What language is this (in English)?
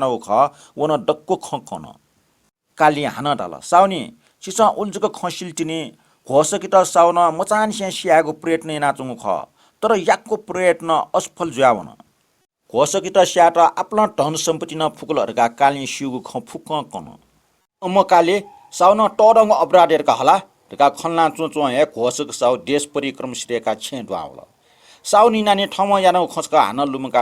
Newari